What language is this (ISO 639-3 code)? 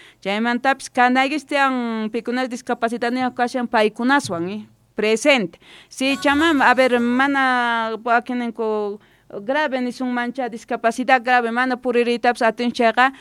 que